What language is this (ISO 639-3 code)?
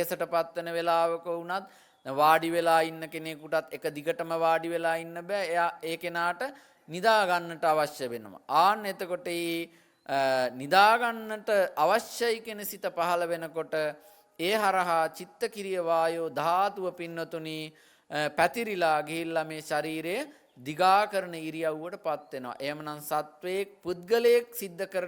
sin